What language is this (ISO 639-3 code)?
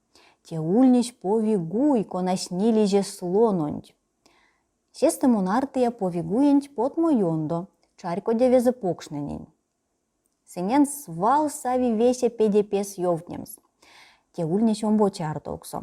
myv